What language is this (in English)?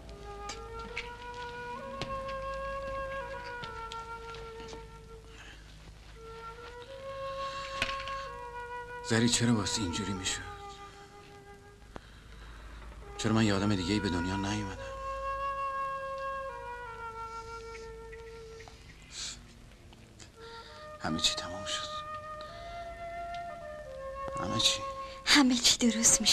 Persian